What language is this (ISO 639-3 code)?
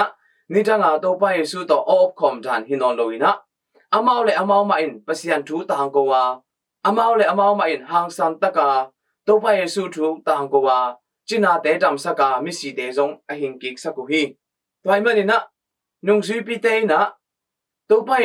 ctd